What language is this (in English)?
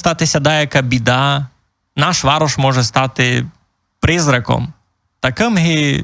Rusyn